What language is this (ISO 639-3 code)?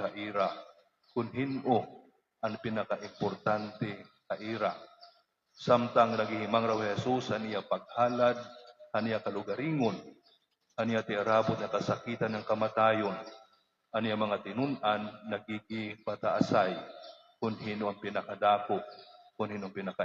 war